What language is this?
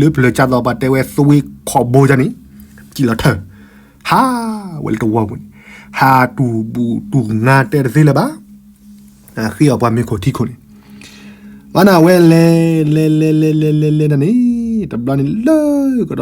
S'gaw Karen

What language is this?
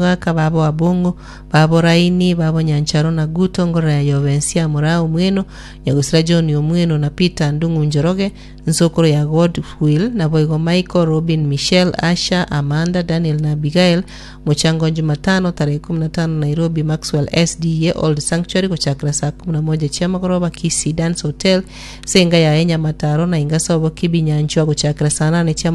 Gusii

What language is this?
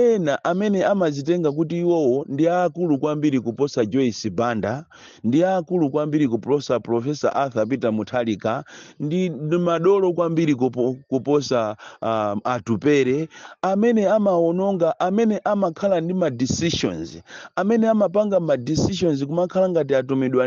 Nyanja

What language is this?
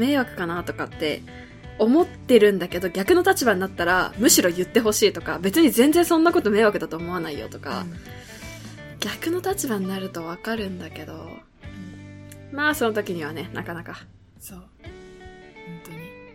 Japanese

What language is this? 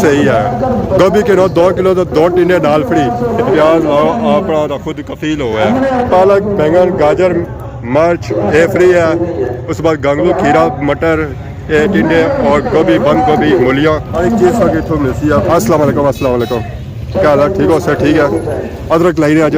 Pahari-Potwari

